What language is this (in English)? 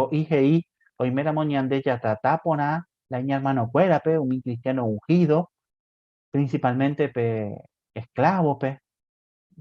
Guarani